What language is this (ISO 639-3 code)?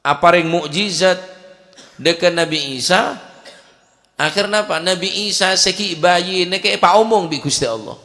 mad